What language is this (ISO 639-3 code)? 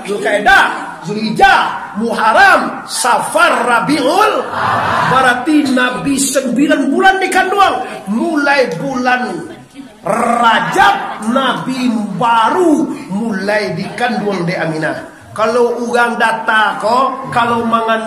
min